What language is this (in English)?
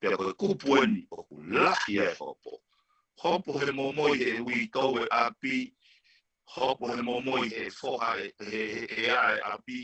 Tongan